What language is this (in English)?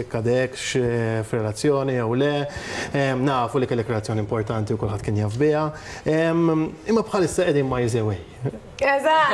Maltese